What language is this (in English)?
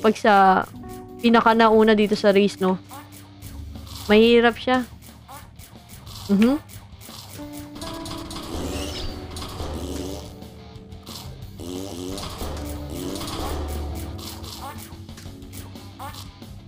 Filipino